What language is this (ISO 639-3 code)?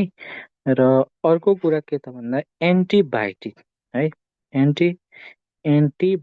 nep